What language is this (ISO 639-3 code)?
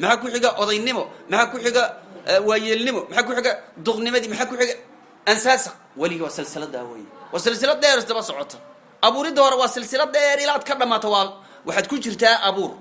som